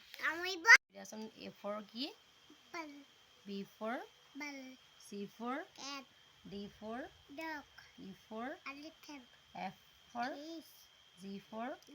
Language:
Assamese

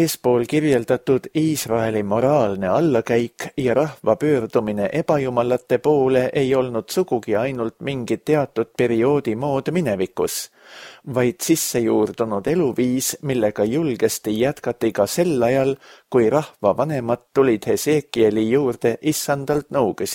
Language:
Estonian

